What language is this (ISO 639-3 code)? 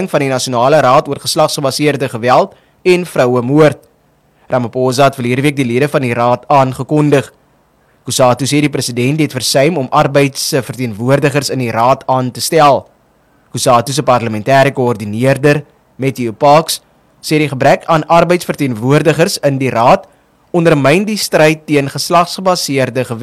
afr